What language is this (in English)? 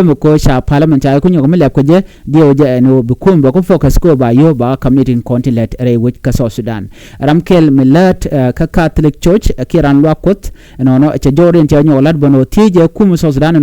Nuer